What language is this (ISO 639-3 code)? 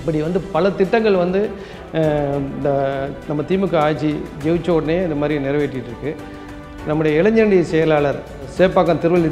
tam